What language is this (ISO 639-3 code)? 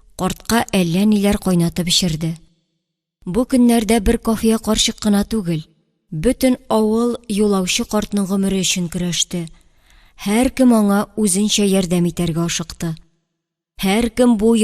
tat